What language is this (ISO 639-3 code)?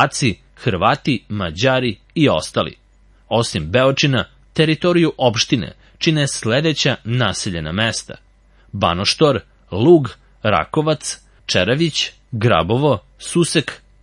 srp